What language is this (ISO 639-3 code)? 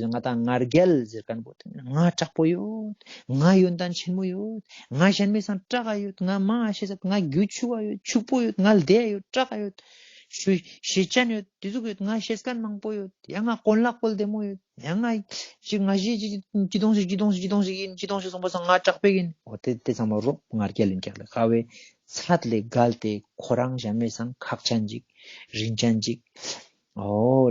lbj